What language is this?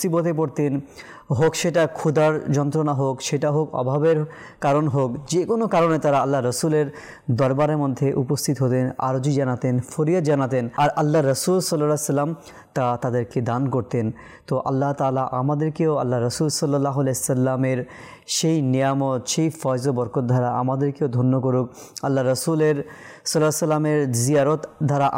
Bangla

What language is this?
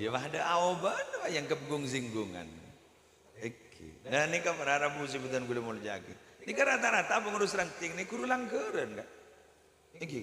Madurese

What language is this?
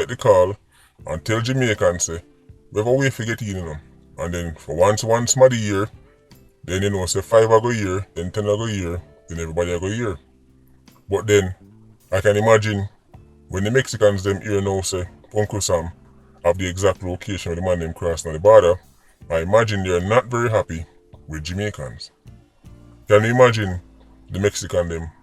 Jamaican Creole English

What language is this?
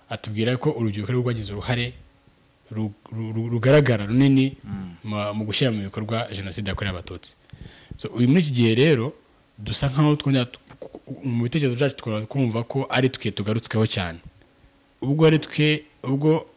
Kinyarwanda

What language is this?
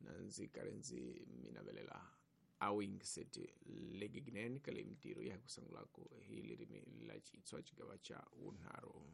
Tsonga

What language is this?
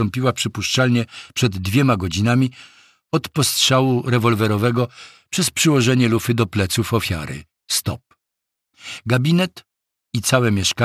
Polish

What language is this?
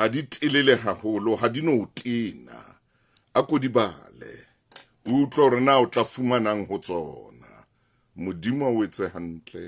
Southern Sotho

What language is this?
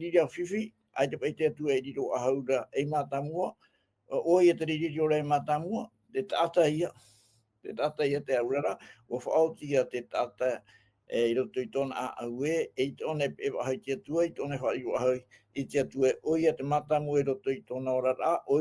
Tahitian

